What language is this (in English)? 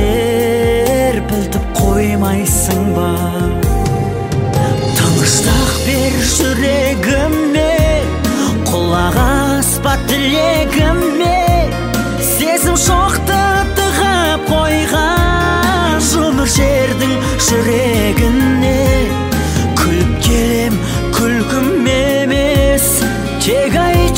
Kazakh